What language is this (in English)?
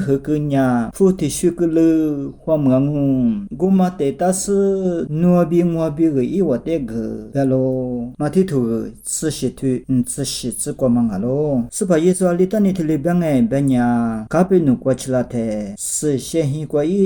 Lisu